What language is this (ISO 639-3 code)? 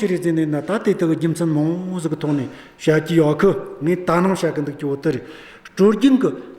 adx